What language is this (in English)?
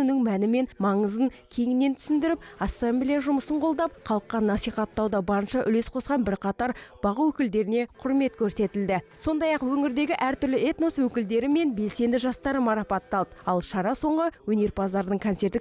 Kazakh